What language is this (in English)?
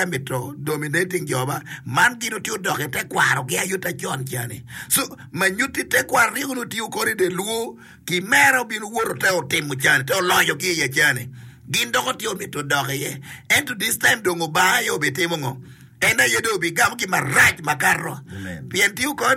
Acoli